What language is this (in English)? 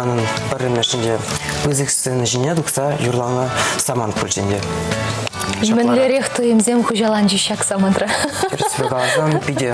Chuvash